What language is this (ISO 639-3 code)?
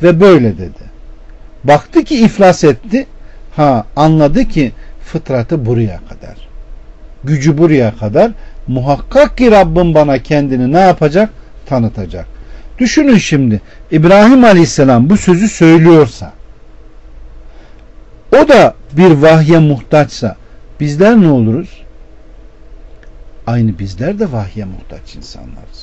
tur